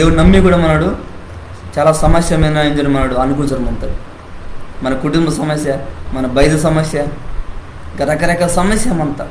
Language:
Koya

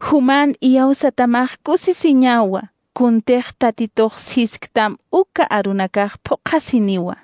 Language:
Aymara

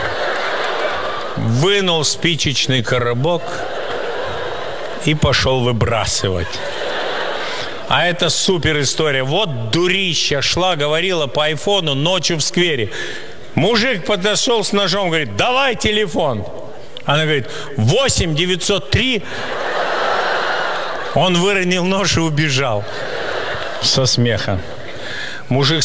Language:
Russian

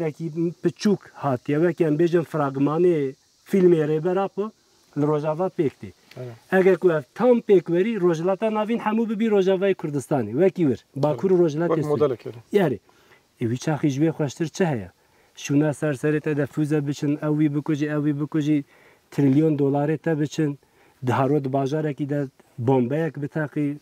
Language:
Kurdish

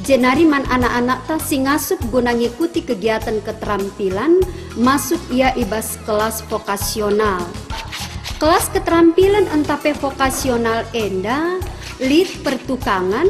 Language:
Batak Karo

